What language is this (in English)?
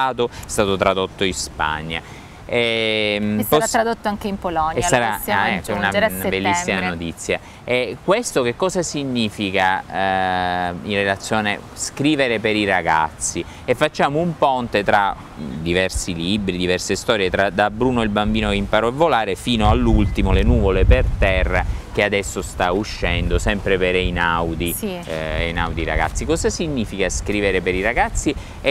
Italian